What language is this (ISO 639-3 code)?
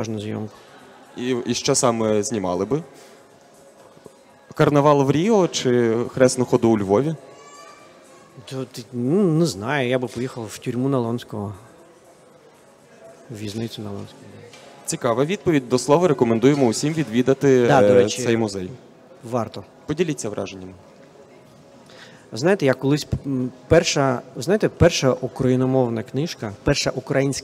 ukr